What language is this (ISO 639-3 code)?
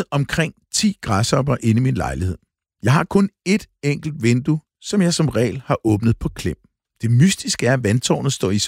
dan